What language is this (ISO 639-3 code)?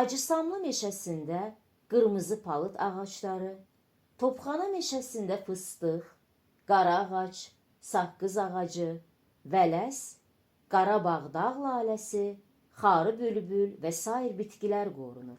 aze